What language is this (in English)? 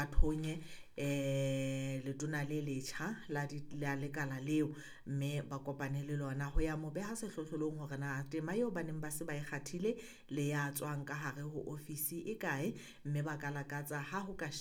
Southern Sotho